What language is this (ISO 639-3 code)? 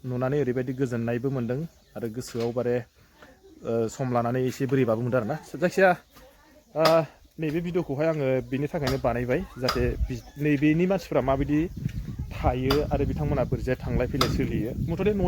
brx